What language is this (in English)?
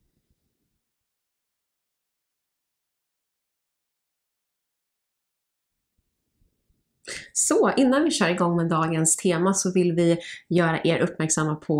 Swedish